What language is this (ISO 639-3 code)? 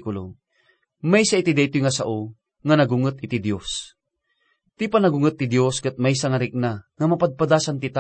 ilo